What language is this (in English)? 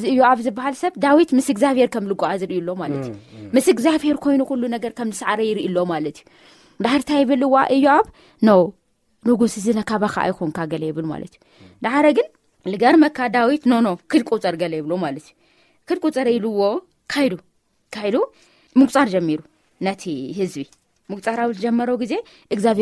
Tigrinya